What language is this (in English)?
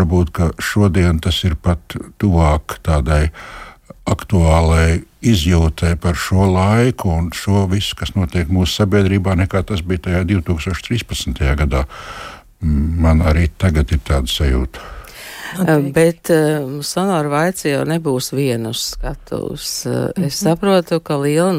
Latvian